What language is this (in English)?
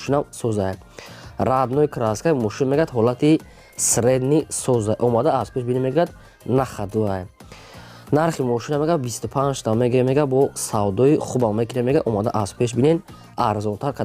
Tajik